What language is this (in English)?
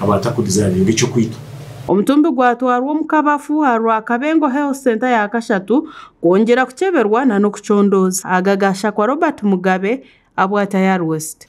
Nyankole